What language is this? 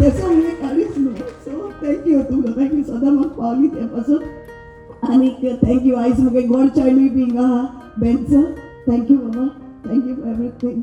Konkani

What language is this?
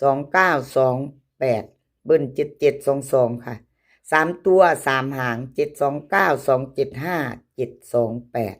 Northeastern Thai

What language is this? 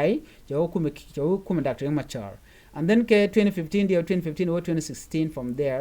Nuer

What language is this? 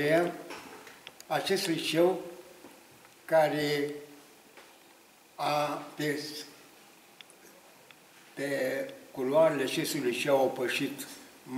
Romanian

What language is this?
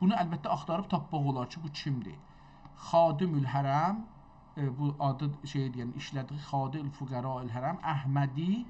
South Azerbaijani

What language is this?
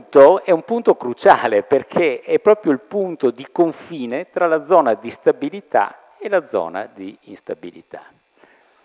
Italian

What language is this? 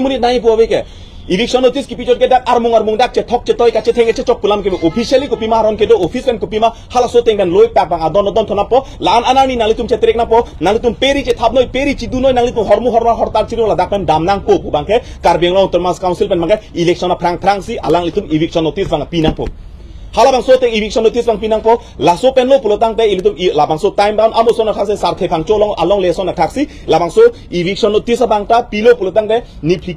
Karbi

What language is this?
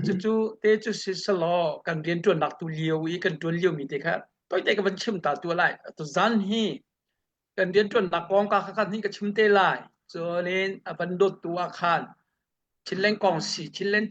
Hakha Chin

